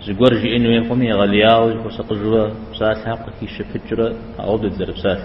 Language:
Kabardian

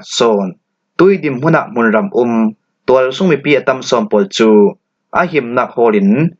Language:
Falam Chin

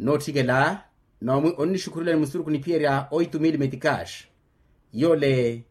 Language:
Makhuwa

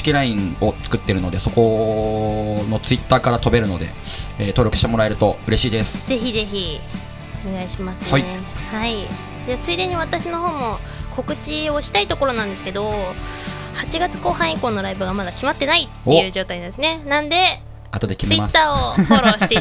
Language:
Japanese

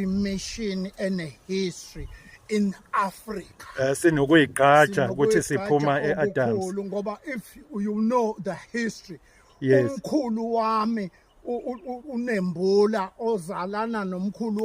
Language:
Zulu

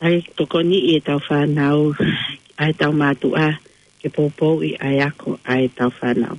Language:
Tongan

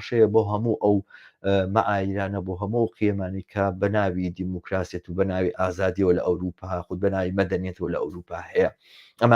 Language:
Central Kurdish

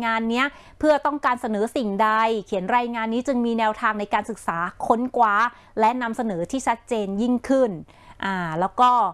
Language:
Thai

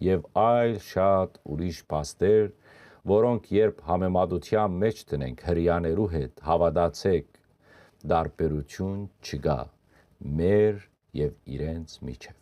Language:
Western Armenian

